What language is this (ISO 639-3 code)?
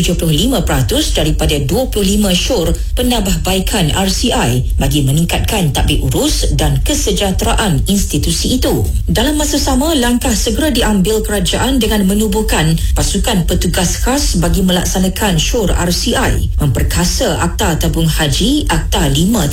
msa